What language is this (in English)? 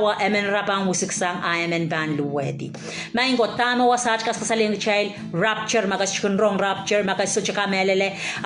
Pohnpeian